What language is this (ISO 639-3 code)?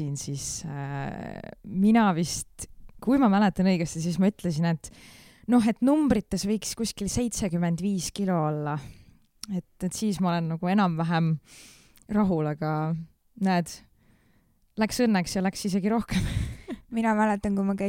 est